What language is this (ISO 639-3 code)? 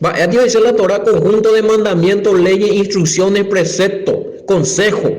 grn